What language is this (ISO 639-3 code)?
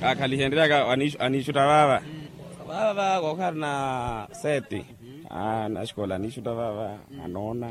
vmw